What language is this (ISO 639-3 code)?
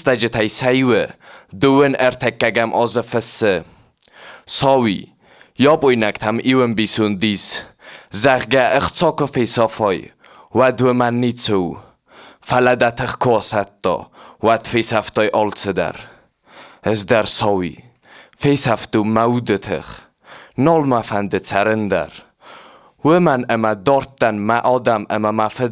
oss